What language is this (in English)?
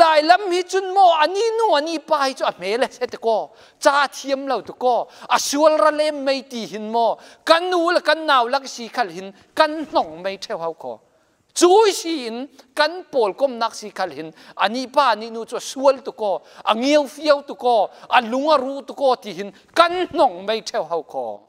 Falam Chin